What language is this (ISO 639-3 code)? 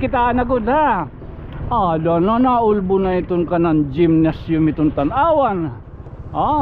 war